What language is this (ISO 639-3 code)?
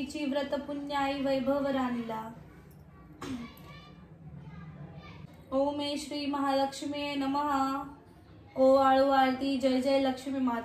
mar